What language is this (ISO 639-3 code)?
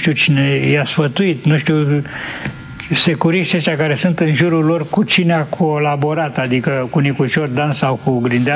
ron